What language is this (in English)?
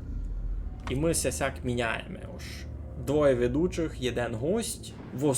Rusyn